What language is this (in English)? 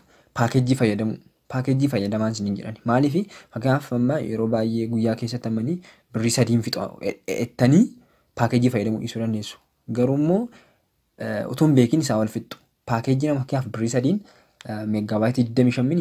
Oromo